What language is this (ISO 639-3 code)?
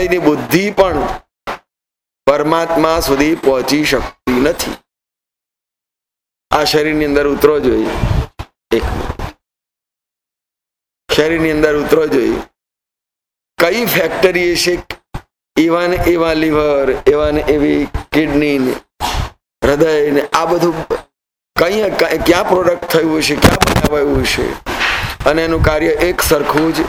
guj